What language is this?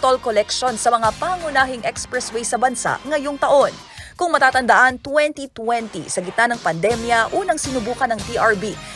Filipino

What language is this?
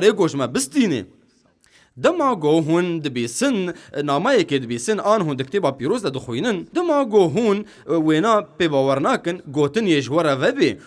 Kurdish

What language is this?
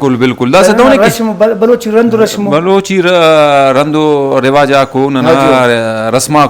Brahui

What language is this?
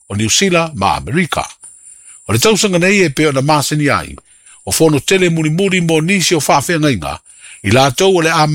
Samoan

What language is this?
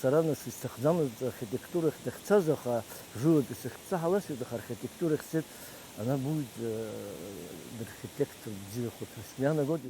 Abkhazian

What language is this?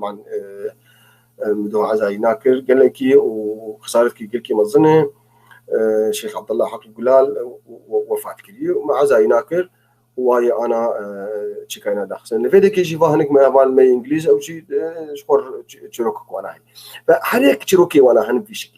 North Levantine Arabic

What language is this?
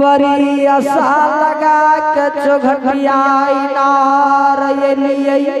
Angika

